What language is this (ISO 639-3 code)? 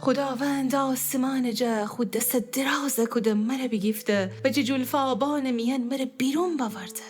glk